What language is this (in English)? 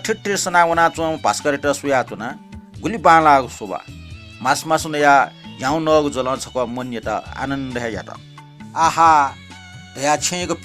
Newari